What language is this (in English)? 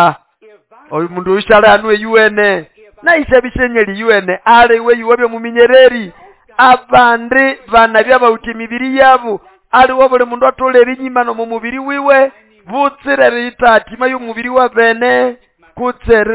Nande